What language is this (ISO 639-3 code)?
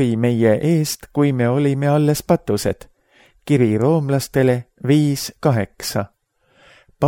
est